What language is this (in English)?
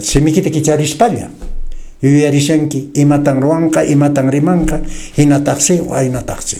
Quechua